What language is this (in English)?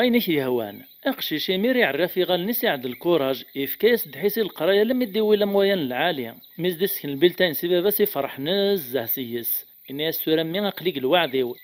Kabyle